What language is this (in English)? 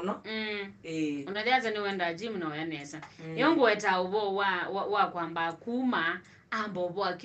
Kamba